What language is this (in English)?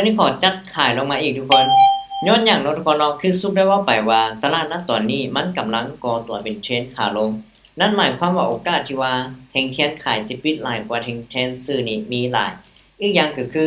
Lao